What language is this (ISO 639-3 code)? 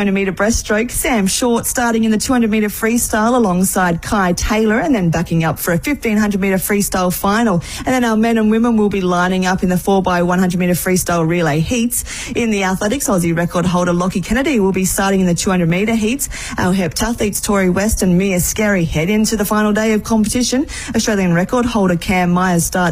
eng